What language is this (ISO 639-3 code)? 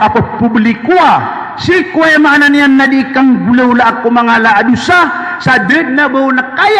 mrw